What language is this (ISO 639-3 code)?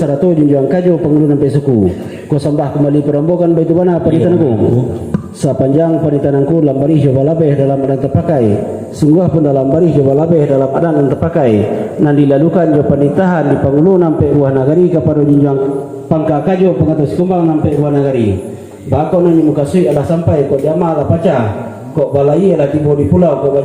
min